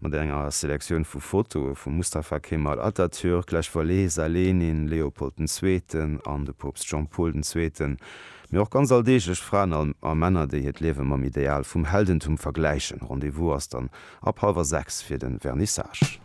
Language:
Luxembourgish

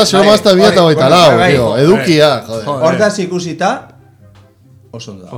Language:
Basque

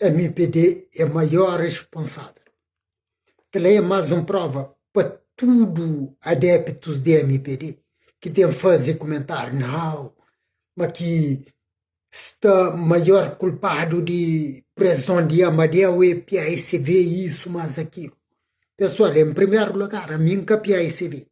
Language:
Kabuverdianu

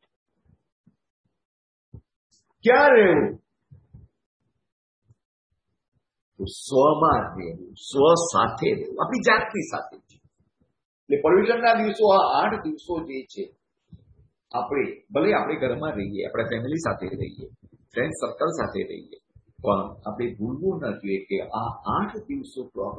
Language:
Gujarati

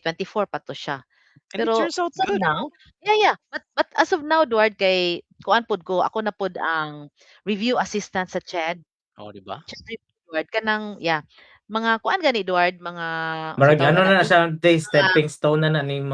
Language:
Cebuano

